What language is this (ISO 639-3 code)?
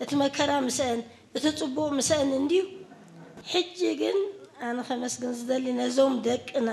tir